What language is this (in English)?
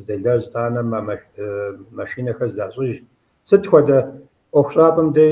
Kabardian